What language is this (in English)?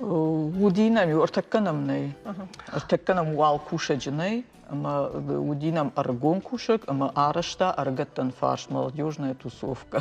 Ossetic